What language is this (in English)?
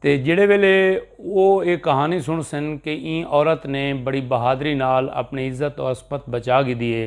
Saraiki